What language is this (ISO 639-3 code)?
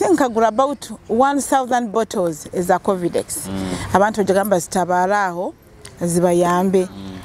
nyo